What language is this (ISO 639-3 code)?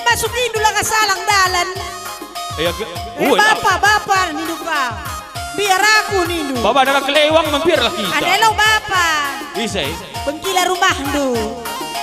btx